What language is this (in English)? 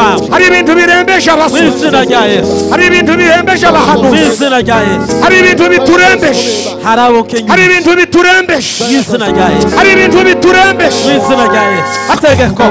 Kinyarwanda